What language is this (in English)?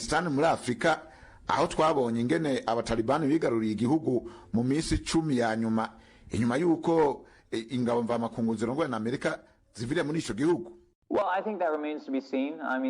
Rundi